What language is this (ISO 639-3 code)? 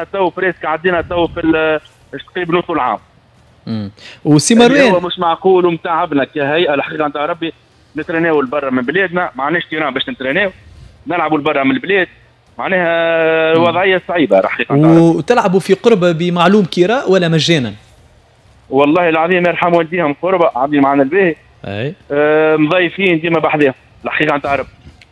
aeb